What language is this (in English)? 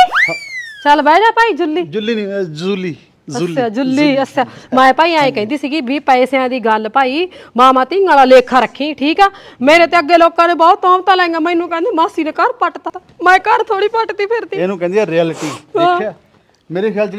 Punjabi